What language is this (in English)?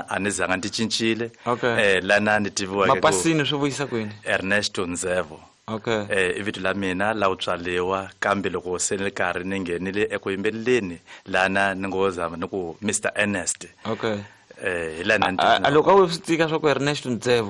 Tsonga